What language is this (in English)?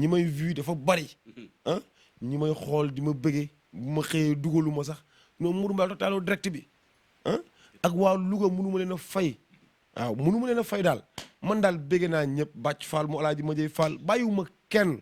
Wolof